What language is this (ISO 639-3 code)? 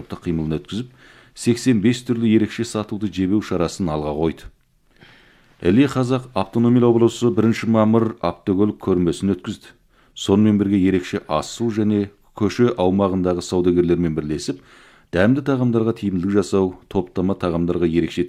kaz